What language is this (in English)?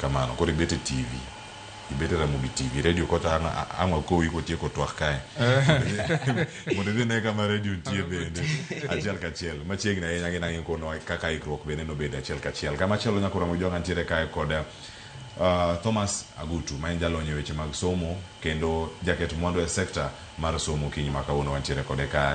Luo (Kenya and Tanzania)